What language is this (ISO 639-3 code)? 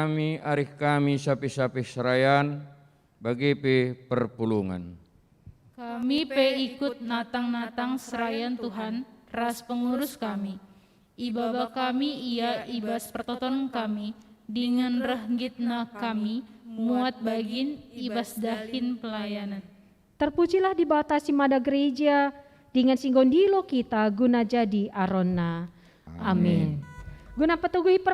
btx